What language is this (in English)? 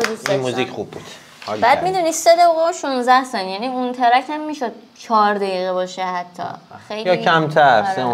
Persian